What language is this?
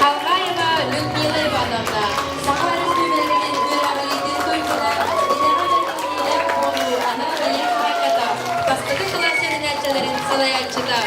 Yakut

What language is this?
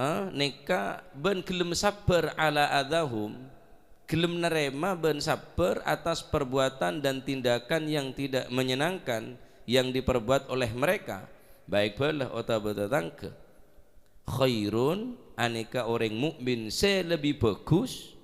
Madurese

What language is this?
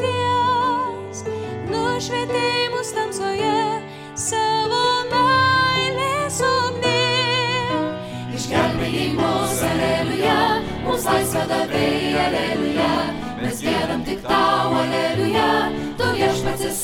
Lithuanian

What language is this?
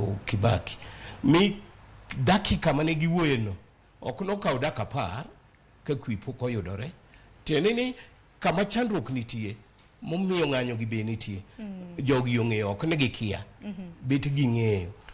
Luo (Kenya and Tanzania)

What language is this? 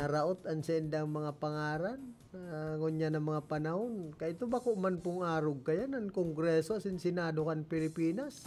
Bikol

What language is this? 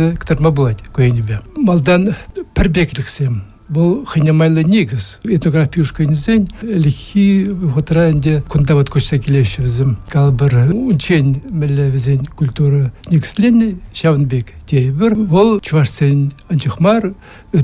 Chuvash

